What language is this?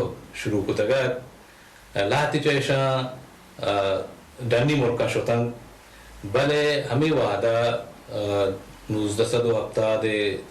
Baluchi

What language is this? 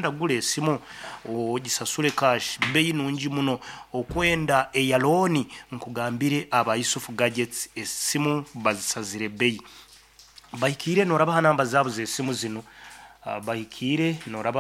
Nyankole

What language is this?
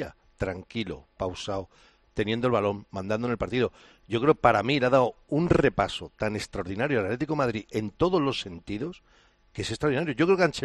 Spanish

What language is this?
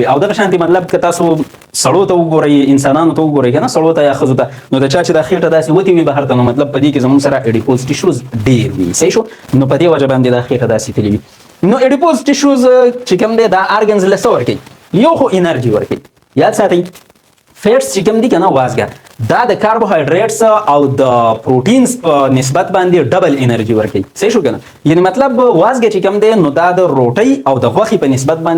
Pashto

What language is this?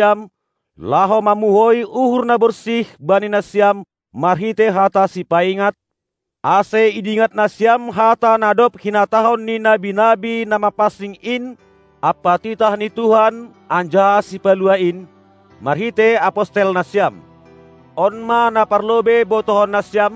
Batak Simalungun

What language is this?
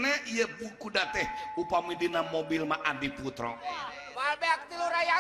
Sundanese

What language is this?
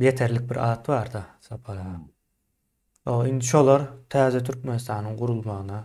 Turkmen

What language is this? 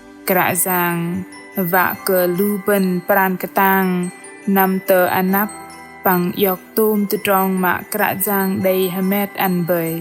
Bahnar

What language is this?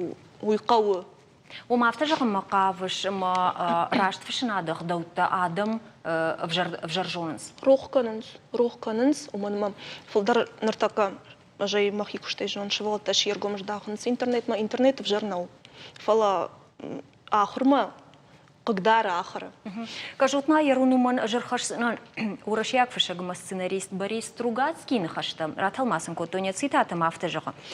Ossetic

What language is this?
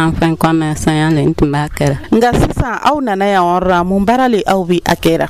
Dyula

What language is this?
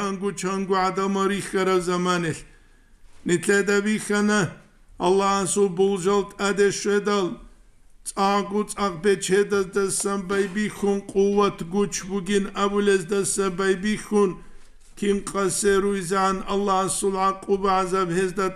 Avaric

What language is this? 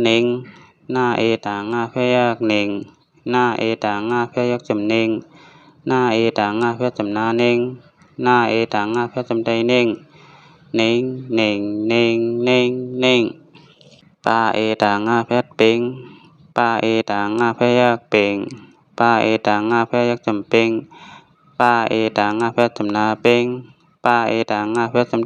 Shan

